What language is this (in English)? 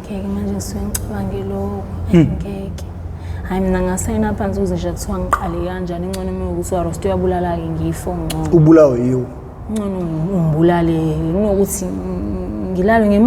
Zulu